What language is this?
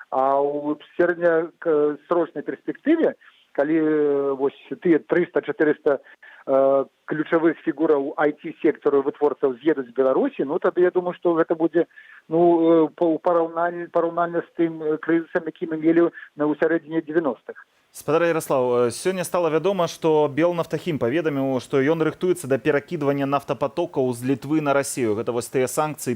Belarusian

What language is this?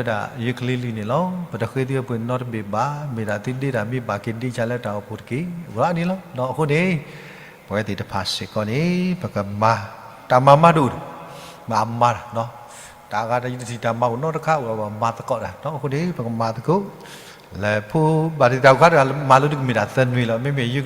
S'gaw Karen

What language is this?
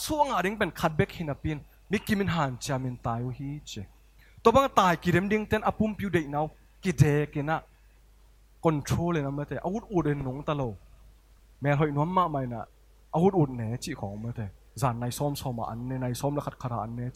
Tedim Chin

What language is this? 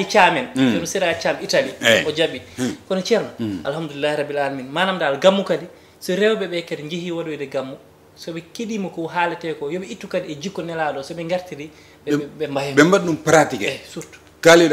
Fula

